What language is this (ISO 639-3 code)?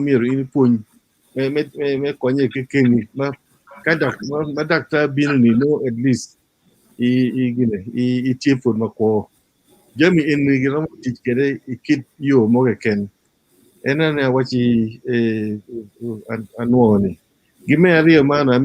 ach